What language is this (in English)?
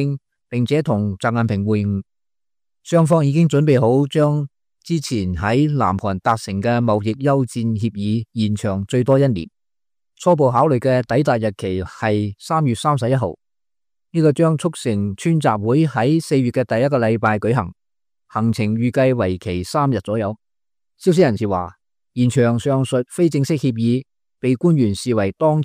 Cantonese